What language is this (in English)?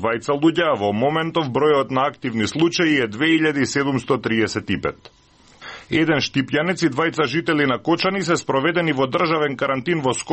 Macedonian